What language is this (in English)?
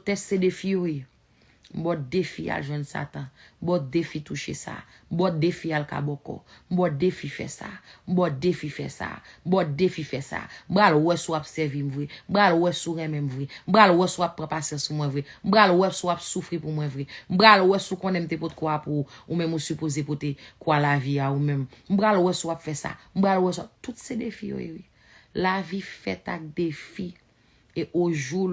Haitian Creole